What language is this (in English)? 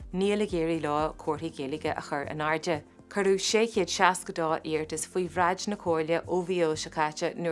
Irish